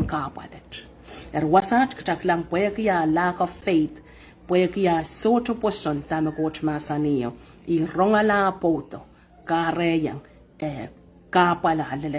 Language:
Pohnpeian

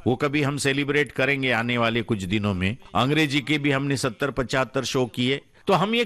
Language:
Hindi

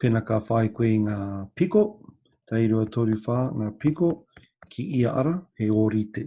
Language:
Māori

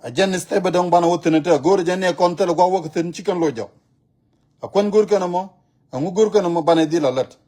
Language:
Nuer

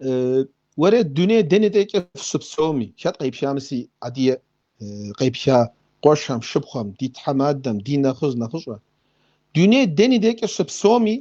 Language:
Kabardian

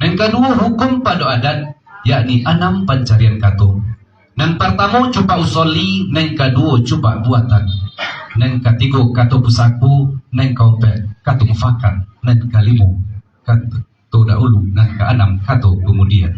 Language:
Minangkabau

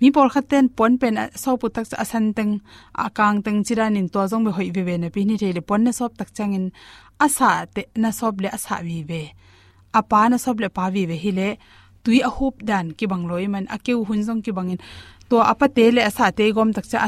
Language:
Tedim Chin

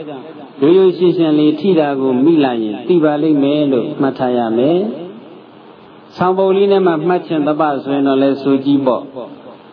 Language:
Burmese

